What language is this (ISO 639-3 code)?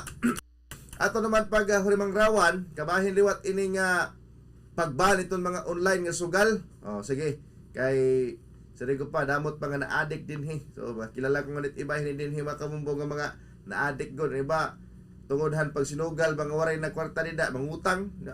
war